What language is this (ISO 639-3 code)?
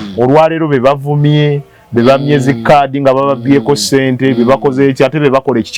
lug